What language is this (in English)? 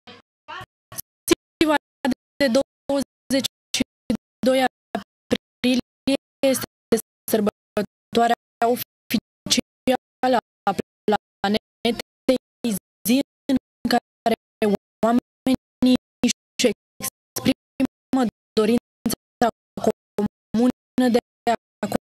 Romanian